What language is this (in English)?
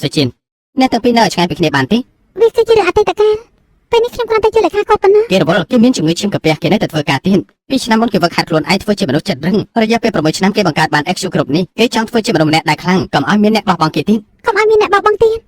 Khmer